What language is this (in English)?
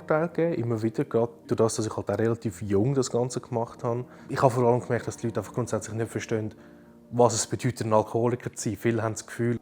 Swiss German